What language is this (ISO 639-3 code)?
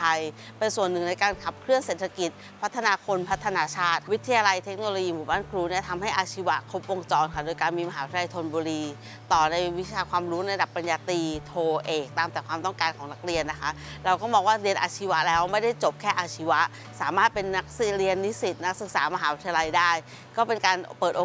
tha